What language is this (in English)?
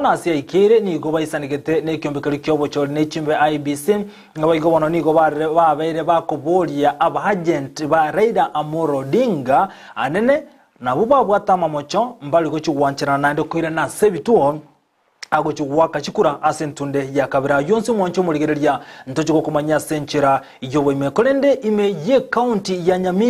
Gusii